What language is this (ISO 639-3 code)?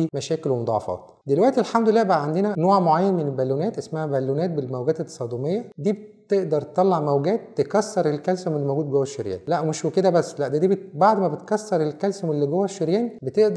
arz